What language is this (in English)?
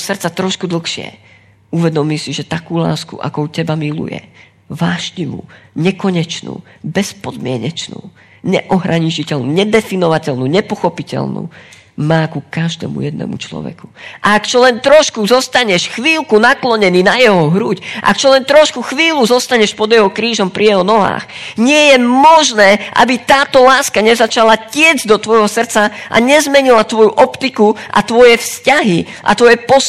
Slovak